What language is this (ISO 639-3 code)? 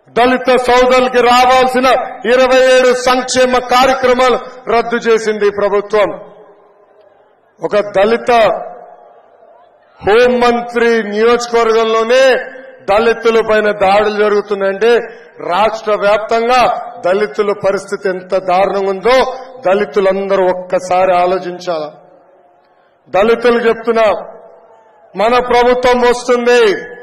tel